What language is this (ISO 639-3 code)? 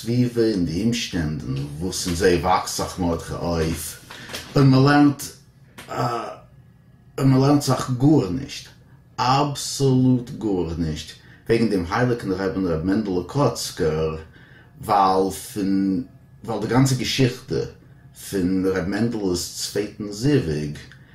yid